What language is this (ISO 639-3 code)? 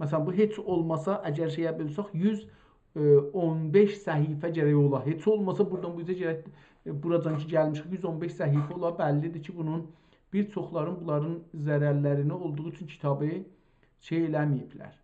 azb